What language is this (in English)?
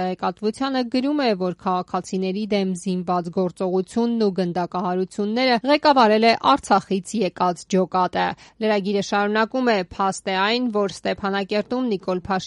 Armenian